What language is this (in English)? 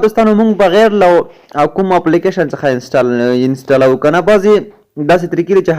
Pashto